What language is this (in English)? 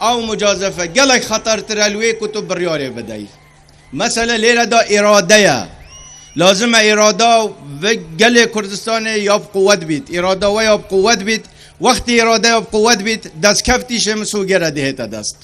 Kurdish